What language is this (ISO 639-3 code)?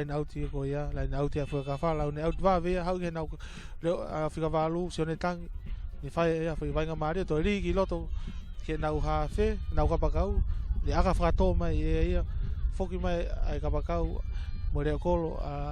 ton